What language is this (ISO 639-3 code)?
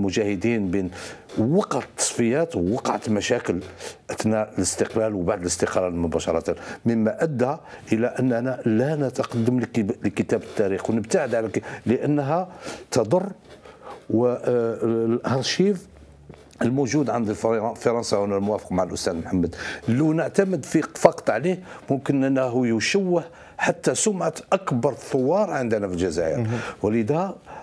arq